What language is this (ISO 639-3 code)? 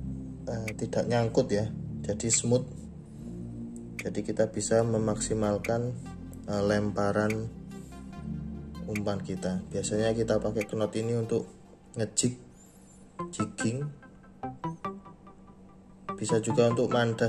ind